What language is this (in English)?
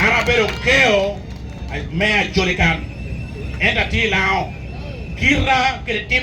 Acoli